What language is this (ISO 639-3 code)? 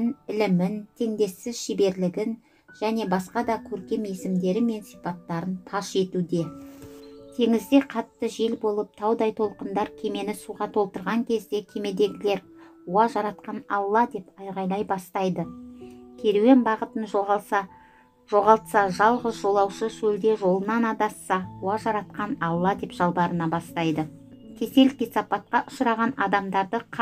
kaz